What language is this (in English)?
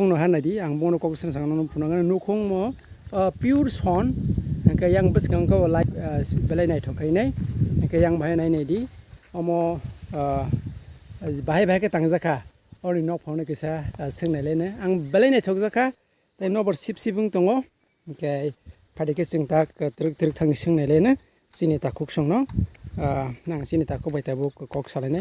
Kok Borok